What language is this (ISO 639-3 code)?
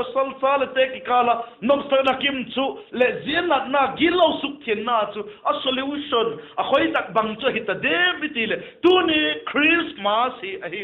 vap